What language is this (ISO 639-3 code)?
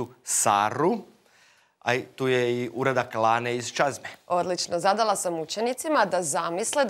hrv